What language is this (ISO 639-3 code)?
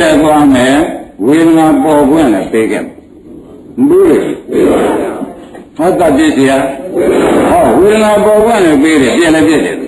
mya